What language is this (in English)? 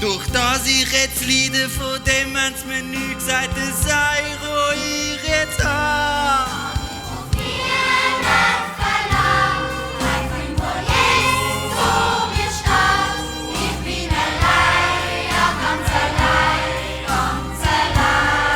Swiss German